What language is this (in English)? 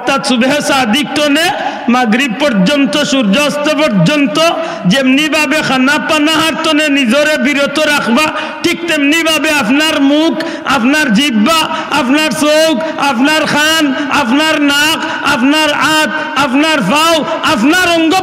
Sylheti